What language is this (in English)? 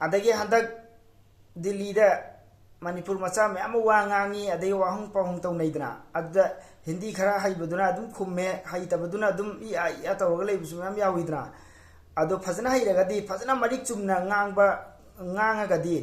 Manipuri